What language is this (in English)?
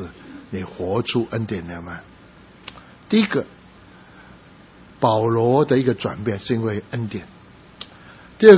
Chinese